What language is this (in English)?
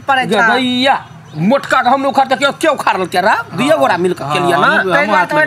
Maithili